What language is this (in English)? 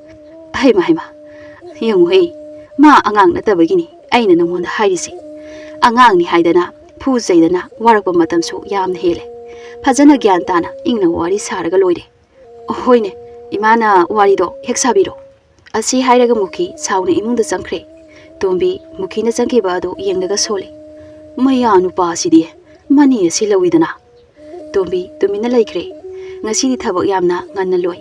Manipuri